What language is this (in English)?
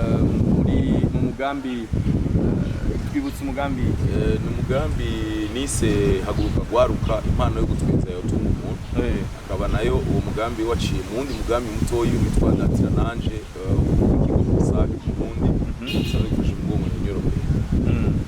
Rundi